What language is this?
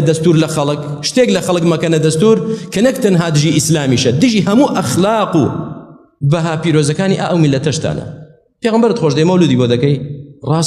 Central Kurdish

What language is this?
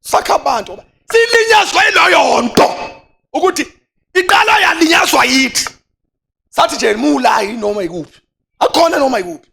Zulu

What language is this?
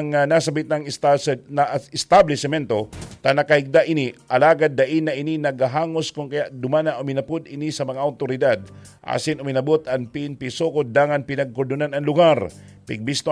Bikol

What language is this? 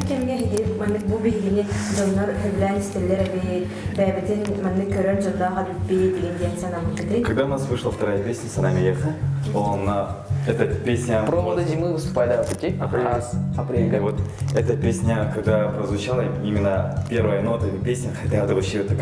Yakut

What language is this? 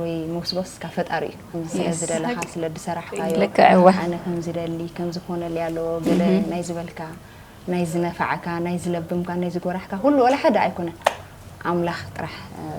Tigrinya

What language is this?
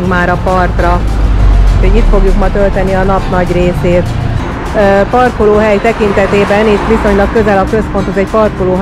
Hungarian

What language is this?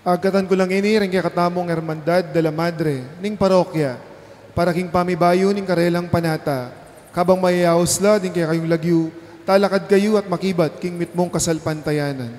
Pampanga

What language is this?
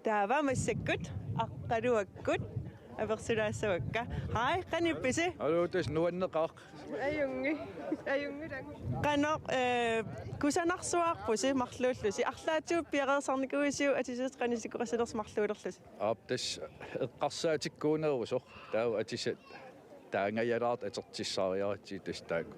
Kalaallisut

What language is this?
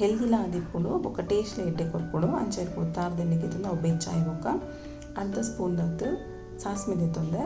Tulu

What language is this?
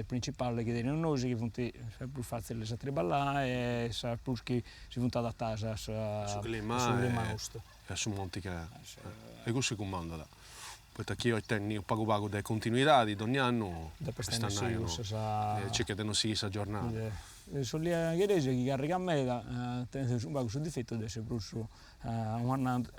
Sardinian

